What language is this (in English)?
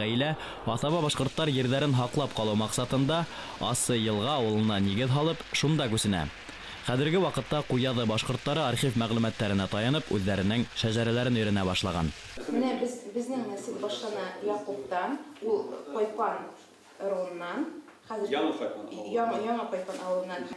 Bashkir